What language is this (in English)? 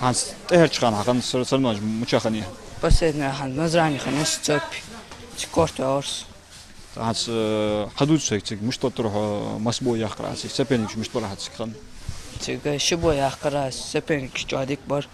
Ingush